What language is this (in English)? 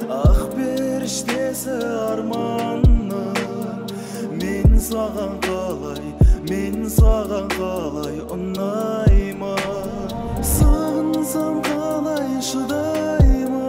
Kazakh